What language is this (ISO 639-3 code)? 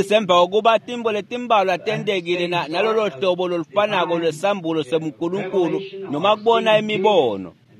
ssw